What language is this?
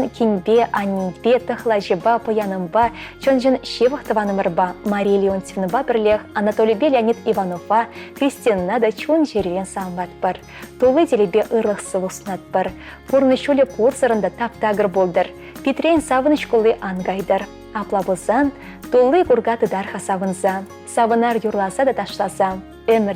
Chuvash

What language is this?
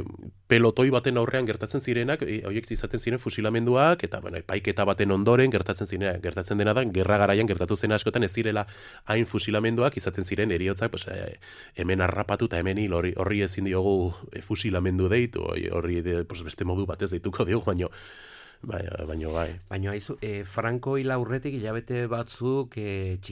Basque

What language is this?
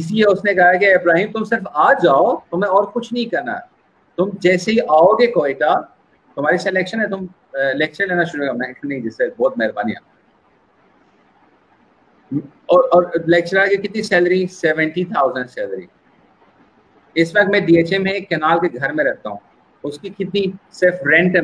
Urdu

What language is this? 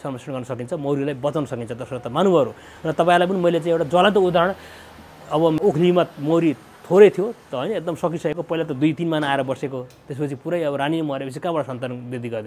Nepali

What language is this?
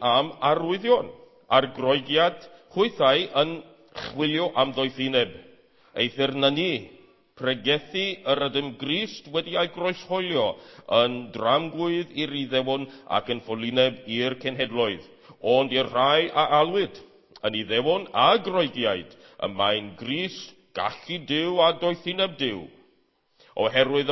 Welsh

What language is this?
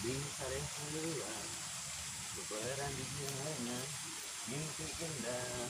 Sundanese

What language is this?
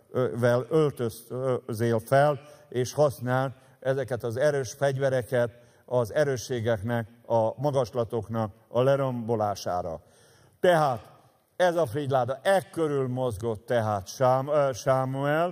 Hungarian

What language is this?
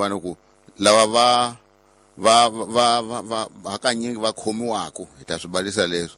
Tsonga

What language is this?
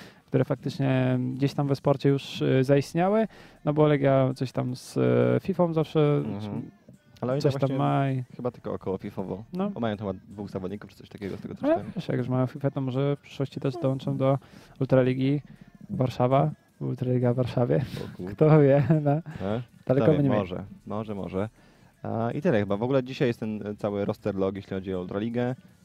Polish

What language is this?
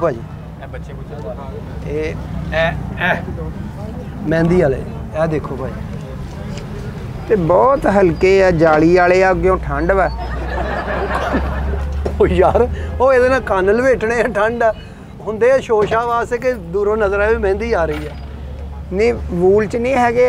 Punjabi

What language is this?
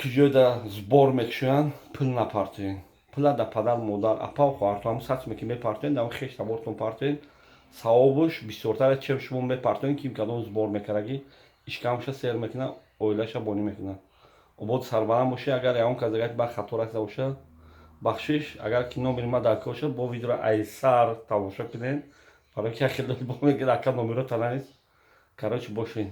Tajik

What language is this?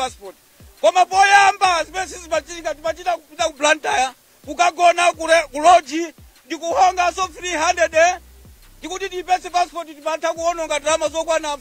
Nyanja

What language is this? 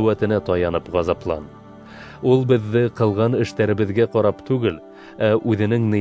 Bashkir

